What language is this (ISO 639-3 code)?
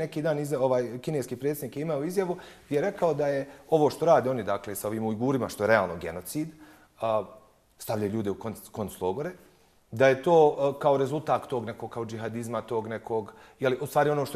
bos